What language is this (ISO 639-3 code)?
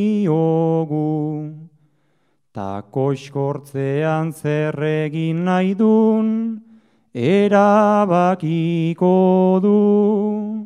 eus